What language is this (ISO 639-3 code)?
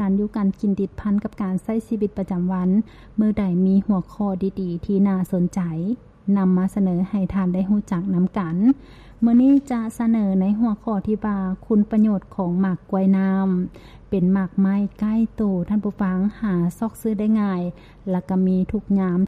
lao